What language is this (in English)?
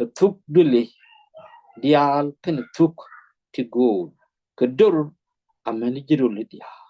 Nuer